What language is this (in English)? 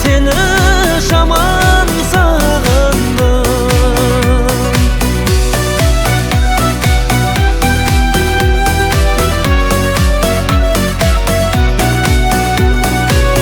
Kazakh